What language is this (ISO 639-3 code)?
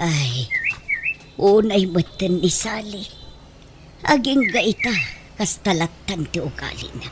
ilo